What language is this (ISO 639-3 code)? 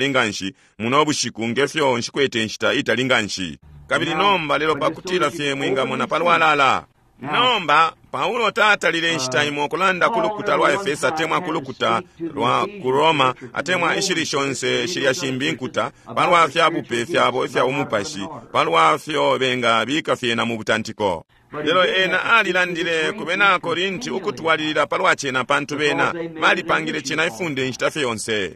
bem